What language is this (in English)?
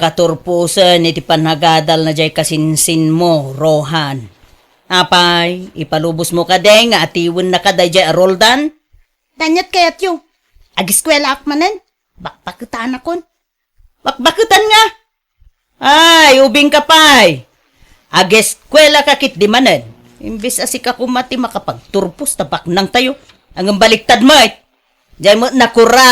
Iloko